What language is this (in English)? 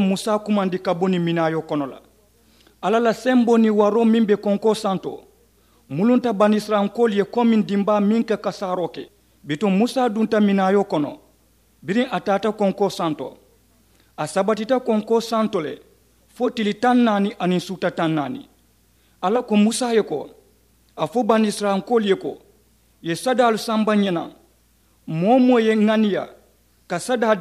Mandingo